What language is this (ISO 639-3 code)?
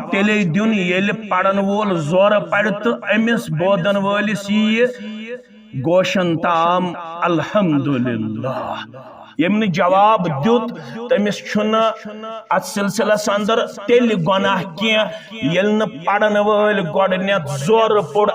kas